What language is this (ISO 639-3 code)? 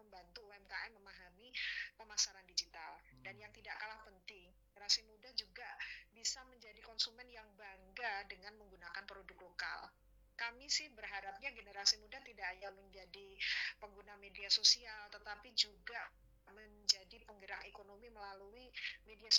ind